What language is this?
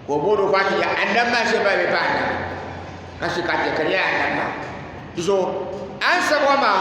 Dagbani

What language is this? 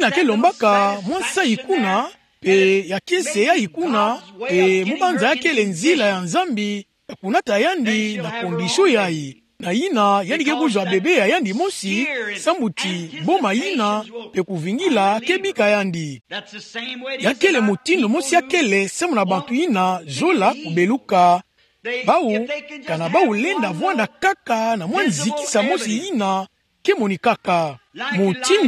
Kituba (Democratic Republic of Congo)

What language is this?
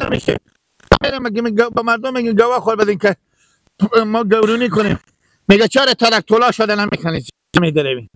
Persian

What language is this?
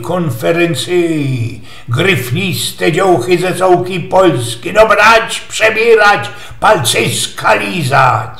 Silesian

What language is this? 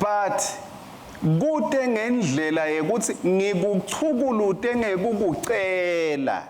Swati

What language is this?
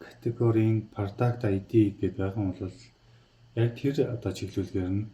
Mongolian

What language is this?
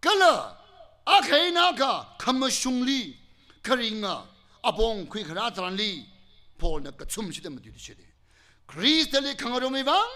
Tangkhul Naga (India)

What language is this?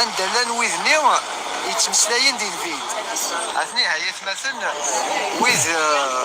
Kabyle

